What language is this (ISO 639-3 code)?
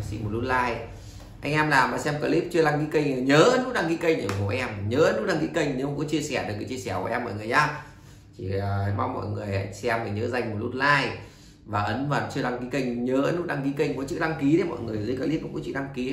vie